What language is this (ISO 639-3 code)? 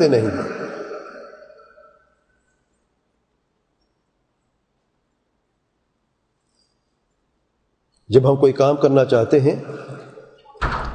urd